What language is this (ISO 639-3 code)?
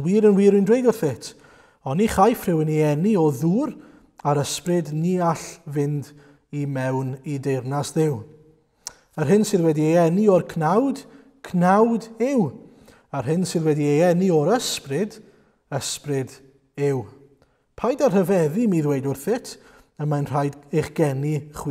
cym